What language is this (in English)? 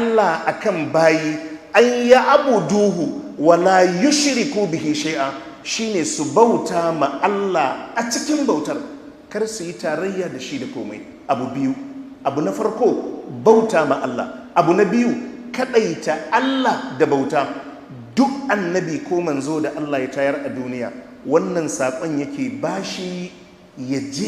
Hausa